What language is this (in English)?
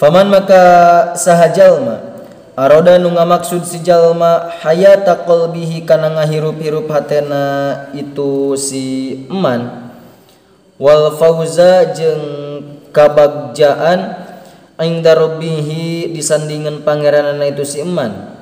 Sundanese